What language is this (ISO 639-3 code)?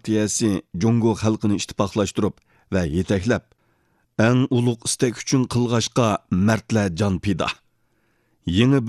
uig